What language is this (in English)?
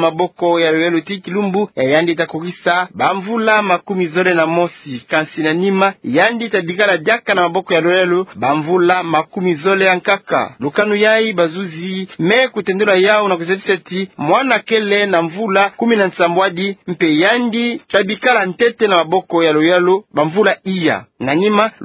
Kituba (Democratic Republic of Congo)